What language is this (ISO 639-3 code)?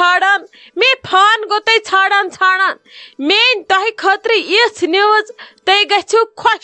kas